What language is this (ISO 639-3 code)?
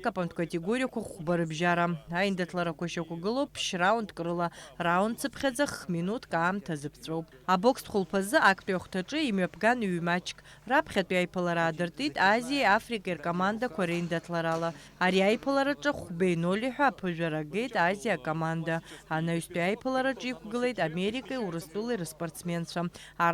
abk